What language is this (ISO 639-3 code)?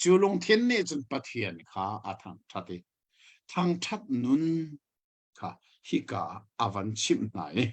cnh